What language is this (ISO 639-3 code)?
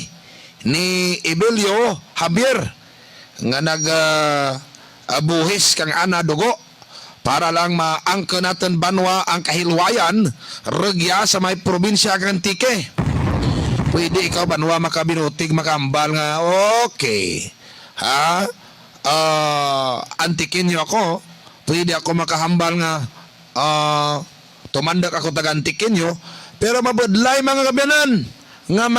hil